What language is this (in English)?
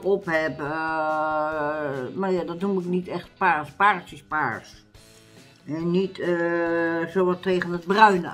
Dutch